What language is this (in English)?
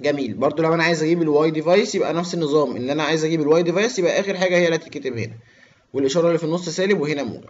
Egyptian Arabic